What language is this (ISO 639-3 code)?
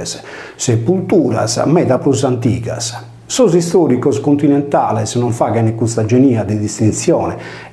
srd